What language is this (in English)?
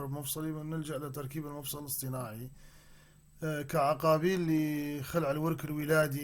North Levantine Arabic